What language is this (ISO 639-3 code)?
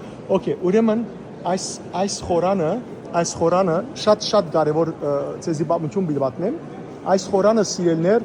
hyw